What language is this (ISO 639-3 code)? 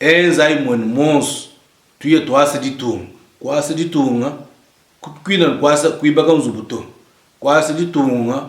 lua